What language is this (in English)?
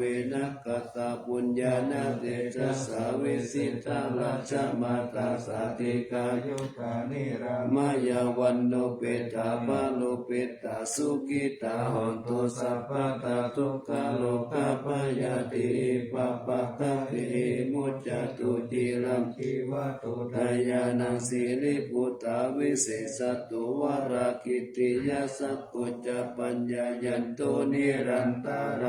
Pali